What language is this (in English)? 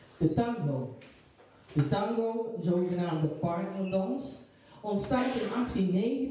Dutch